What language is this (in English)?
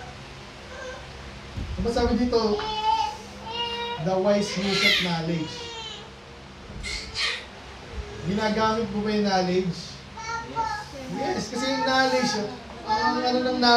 Filipino